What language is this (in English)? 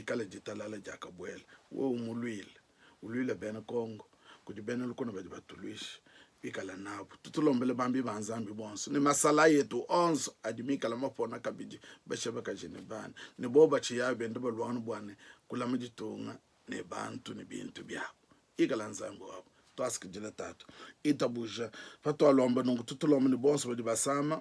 Luba-Lulua